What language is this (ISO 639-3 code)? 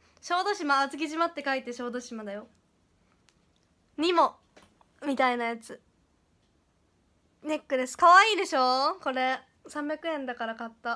jpn